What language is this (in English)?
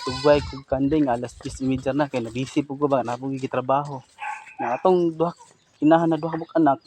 Cebuano